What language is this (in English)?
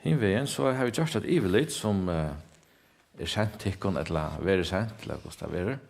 Faroese